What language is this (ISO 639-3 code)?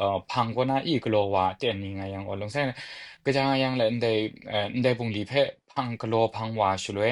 kac